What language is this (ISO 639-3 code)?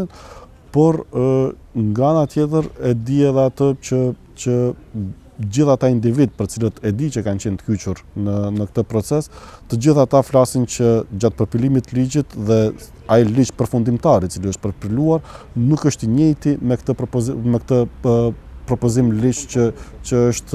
sqi